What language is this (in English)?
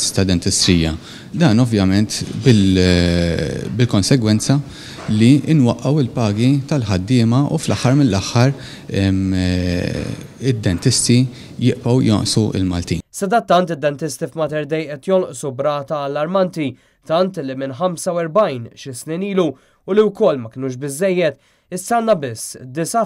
Maltese